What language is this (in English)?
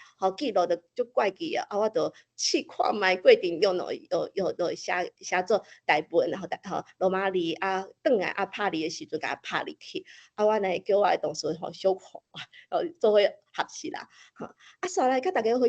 Min Nan Chinese